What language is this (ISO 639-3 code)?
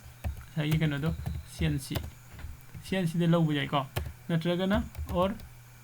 mni